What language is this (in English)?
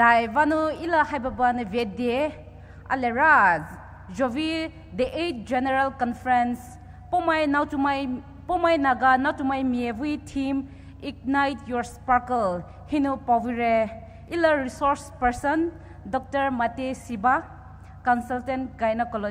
Poumei Naga